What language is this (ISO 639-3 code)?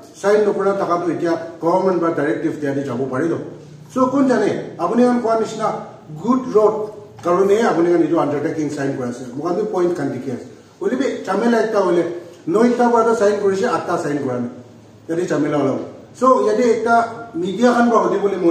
nag